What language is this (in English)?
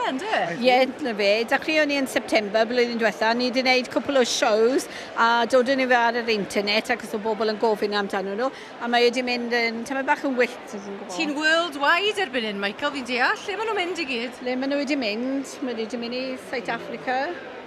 Welsh